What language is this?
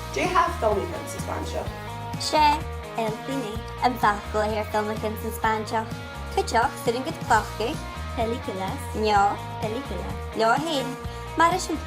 Scottish Gaelic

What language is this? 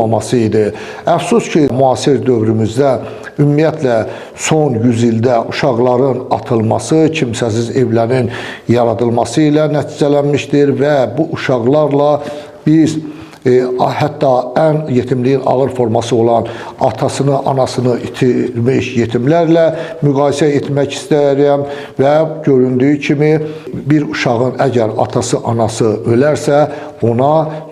Azerbaijani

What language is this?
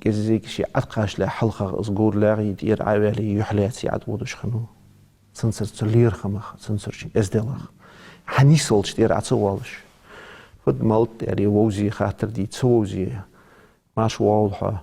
Ingush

